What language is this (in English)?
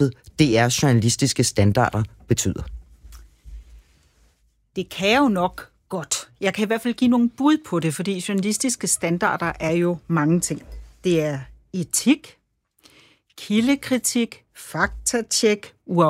Danish